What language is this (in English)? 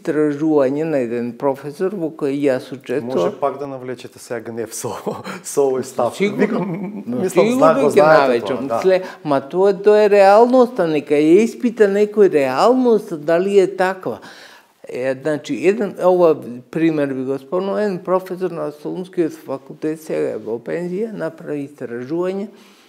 Macedonian